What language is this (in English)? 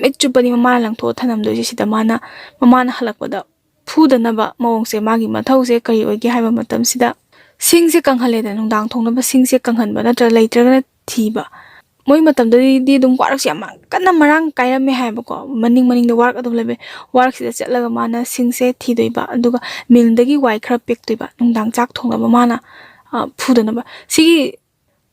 Manipuri